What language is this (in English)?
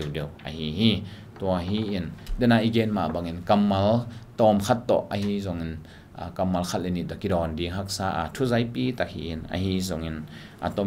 Tedim Chin